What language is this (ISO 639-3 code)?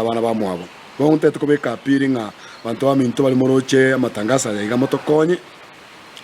guz